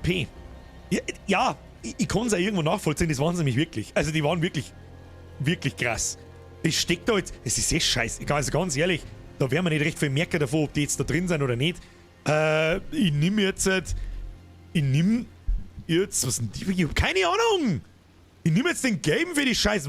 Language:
Bavarian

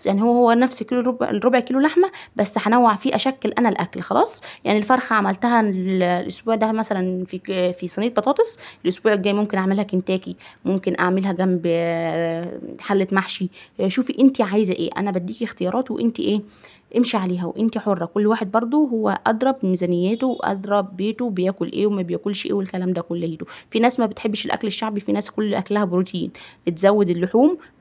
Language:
Egyptian Arabic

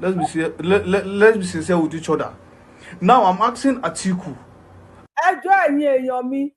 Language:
Yoruba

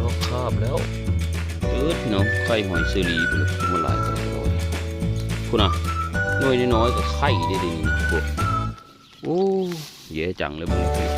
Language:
Northeastern Thai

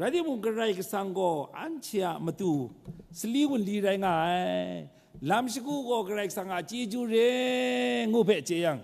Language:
Kachin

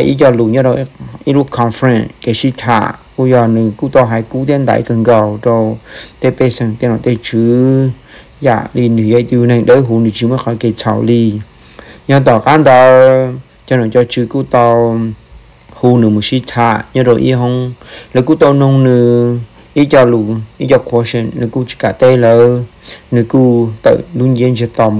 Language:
Vietnamese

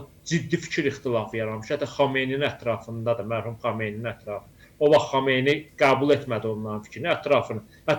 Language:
Azerbaijani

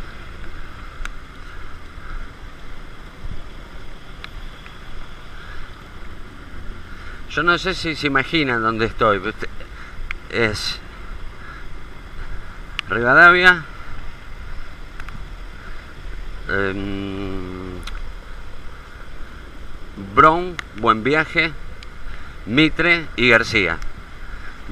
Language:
Spanish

